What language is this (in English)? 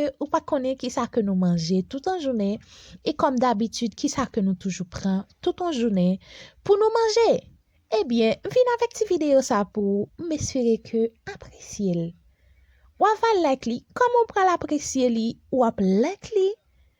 Haitian Creole